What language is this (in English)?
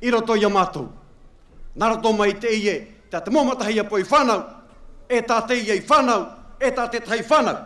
Tahitian